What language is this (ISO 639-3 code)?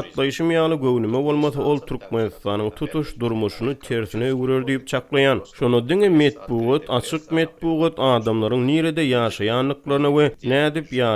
tuk